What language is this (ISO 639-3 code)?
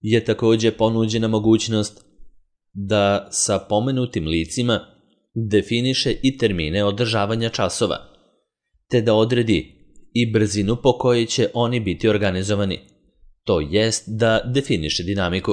srp